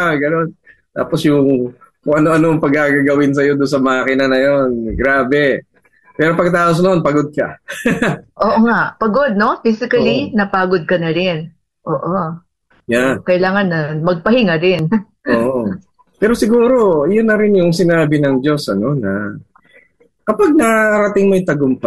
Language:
Filipino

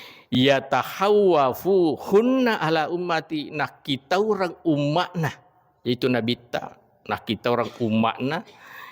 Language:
Buginese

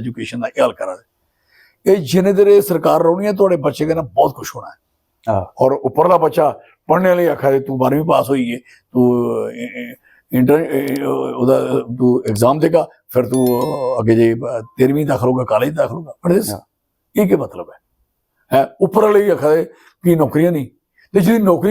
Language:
Dogri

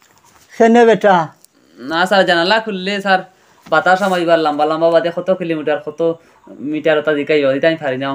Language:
Sylheti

